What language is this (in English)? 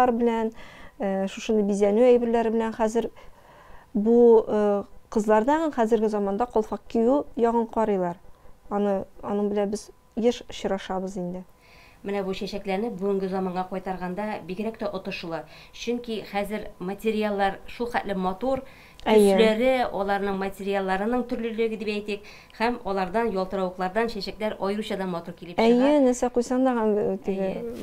Tatar